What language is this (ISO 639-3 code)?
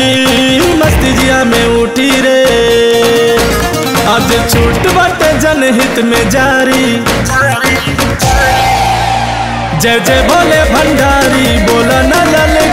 bho